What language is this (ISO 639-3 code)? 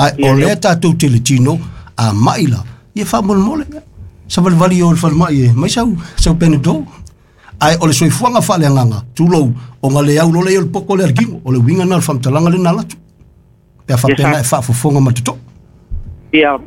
smo